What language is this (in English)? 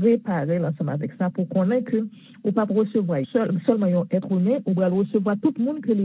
Haitian Creole